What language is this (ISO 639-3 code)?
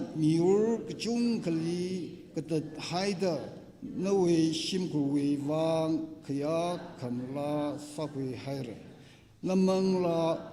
nmf